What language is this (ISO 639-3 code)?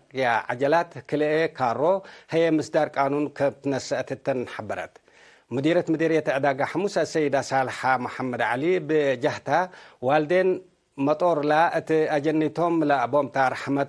tig